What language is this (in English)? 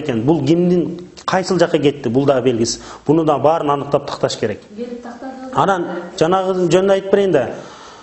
Kyrgyz